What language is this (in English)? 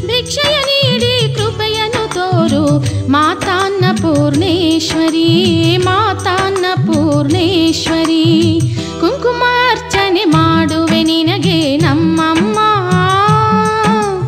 Kannada